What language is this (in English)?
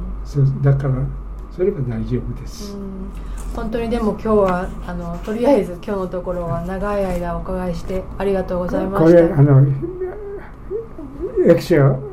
Japanese